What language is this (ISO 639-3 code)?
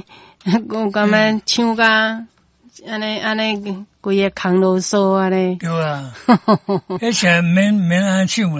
nan